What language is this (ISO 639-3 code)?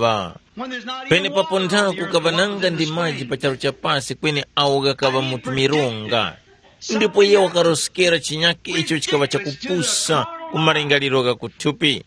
tum